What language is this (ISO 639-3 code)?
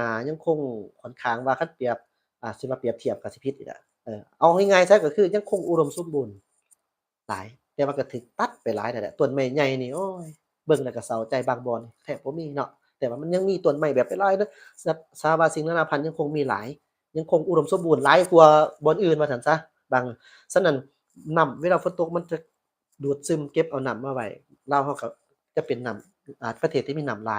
lao